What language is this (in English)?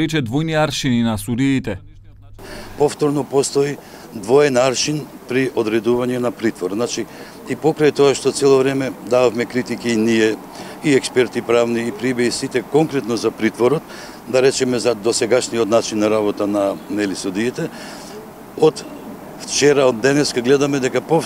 Macedonian